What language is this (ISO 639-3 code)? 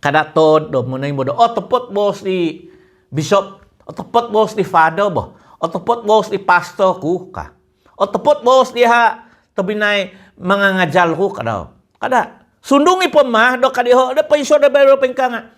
dtp